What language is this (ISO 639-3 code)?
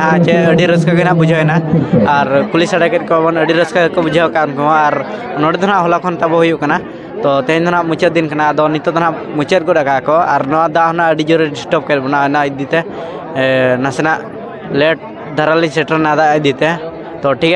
sat